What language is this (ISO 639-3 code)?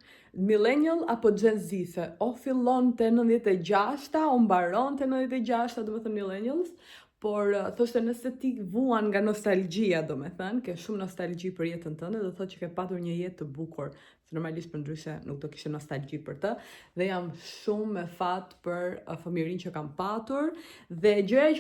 sqi